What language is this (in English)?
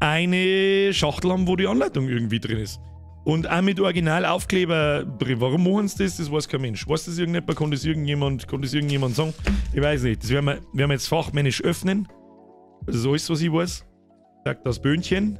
Bavarian